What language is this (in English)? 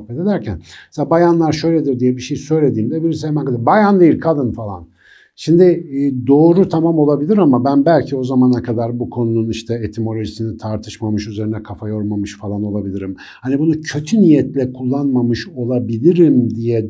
Turkish